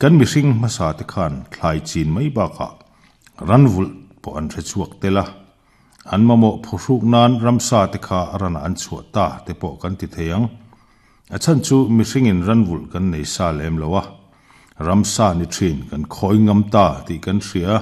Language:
Mizo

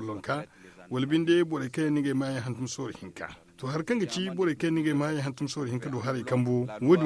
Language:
Zarma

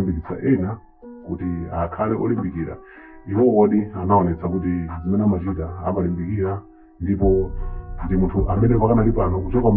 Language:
Nyanja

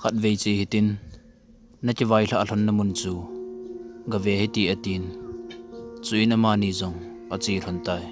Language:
Thado Chin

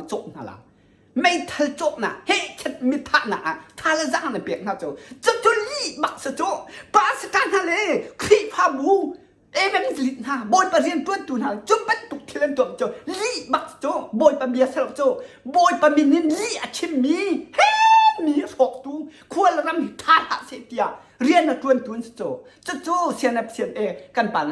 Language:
Hakha Chin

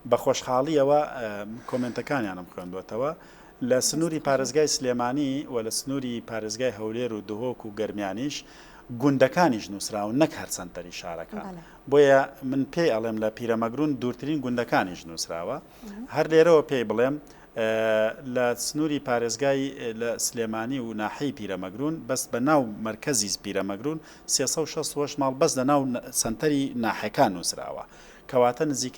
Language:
Central Kurdish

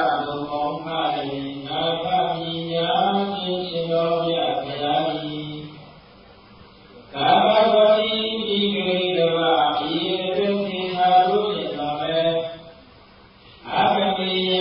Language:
Burmese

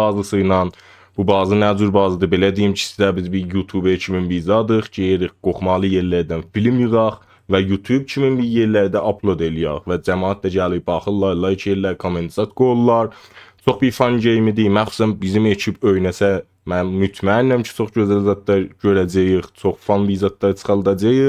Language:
South Azerbaijani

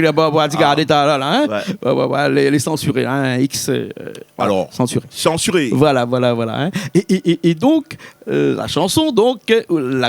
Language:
Réunion Creole French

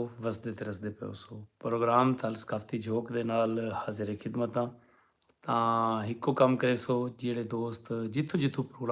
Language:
Saraiki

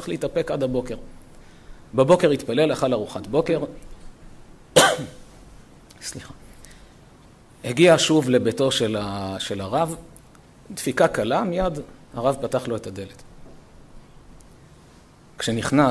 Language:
Hebrew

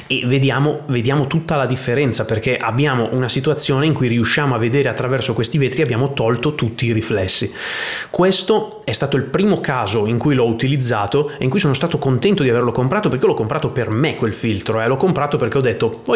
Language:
Italian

